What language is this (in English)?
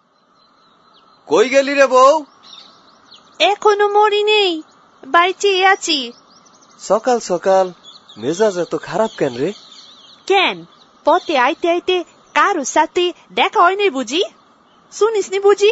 Bangla